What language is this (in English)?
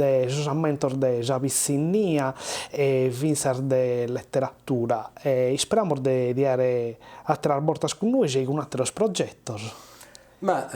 Sardinian